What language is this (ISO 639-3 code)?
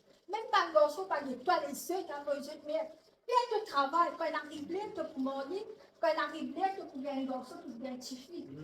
mfe